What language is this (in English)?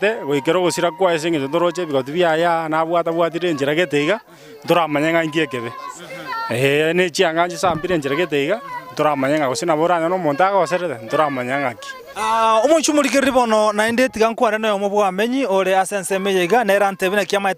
Gusii